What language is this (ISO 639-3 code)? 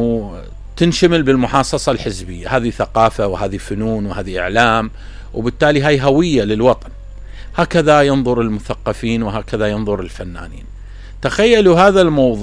acm